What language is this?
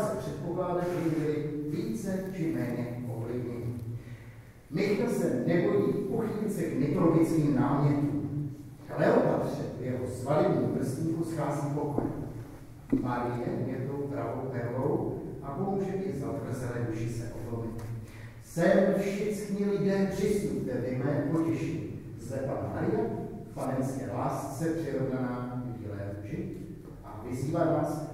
Czech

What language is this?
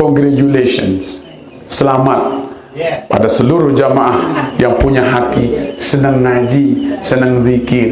Sasak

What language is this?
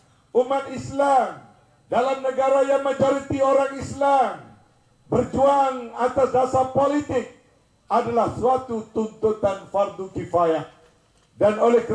Malay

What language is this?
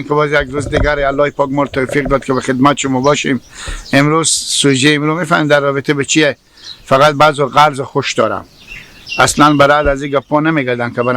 Hazaragi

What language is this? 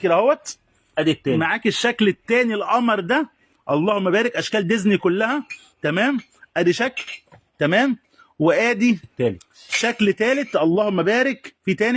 Egyptian Arabic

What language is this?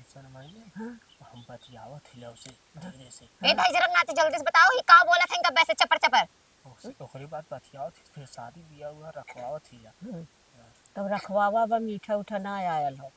Awadhi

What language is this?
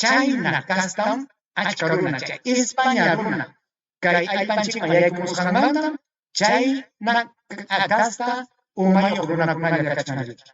Ayacucho Quechua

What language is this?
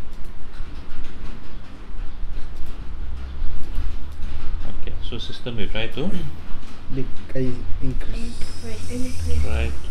Malay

